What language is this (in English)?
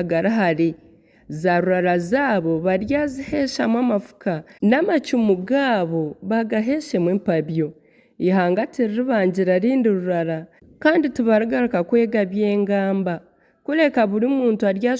Nyankole